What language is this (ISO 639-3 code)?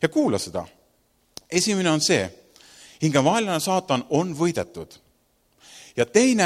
est